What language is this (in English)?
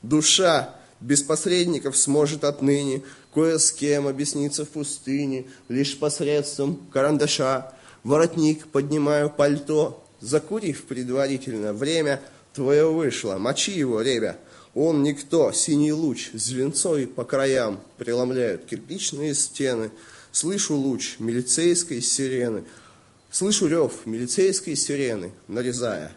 Russian